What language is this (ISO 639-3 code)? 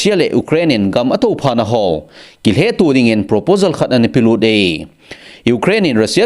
tcz